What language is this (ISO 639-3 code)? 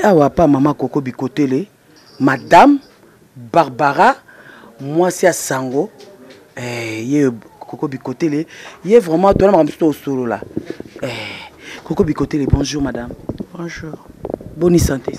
lin